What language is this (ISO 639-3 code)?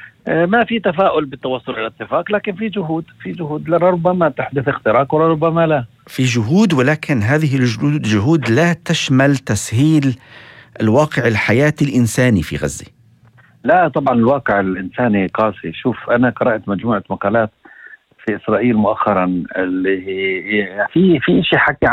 apc